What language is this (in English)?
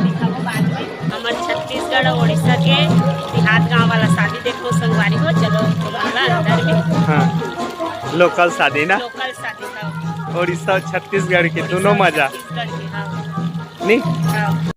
Chhattisgarhi